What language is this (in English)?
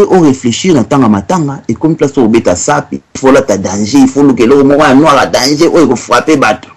Lingala